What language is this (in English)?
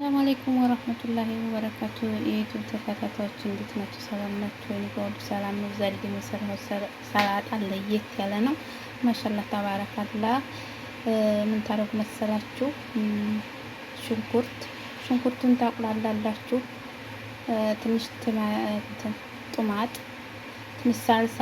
Amharic